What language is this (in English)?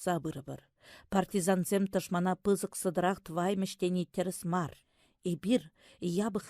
Chuvash